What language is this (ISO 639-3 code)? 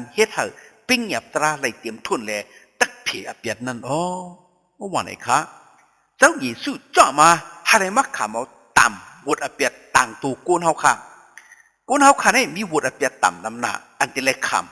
shn